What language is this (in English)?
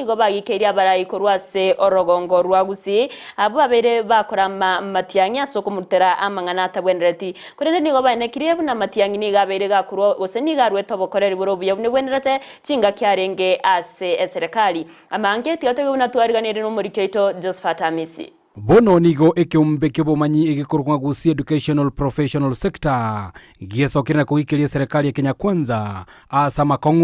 Gusii